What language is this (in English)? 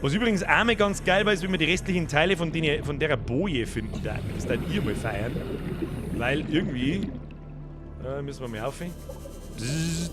Bavarian